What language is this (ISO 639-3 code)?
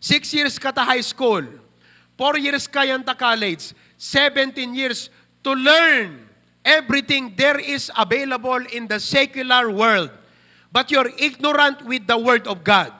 ilo